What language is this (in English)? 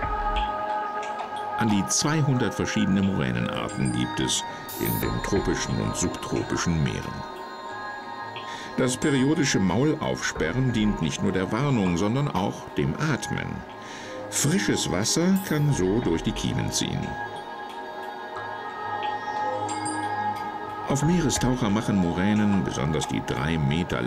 German